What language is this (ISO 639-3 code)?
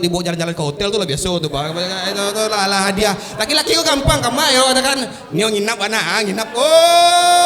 min